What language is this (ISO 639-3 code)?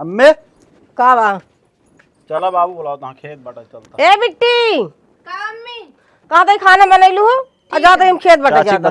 awa